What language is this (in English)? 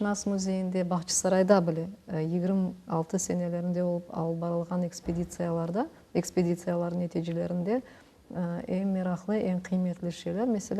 Crimean Tatar